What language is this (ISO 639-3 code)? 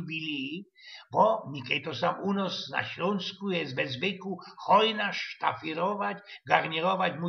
szl